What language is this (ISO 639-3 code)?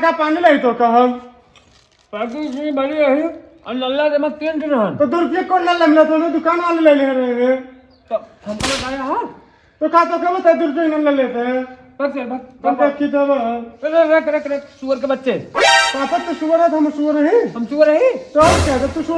awa